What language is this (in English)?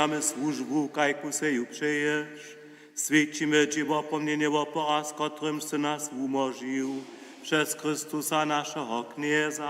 Upper Sorbian